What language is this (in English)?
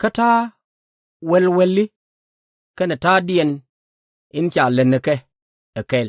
Nuer